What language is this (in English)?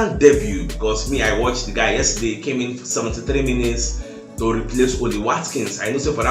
Nigerian Pidgin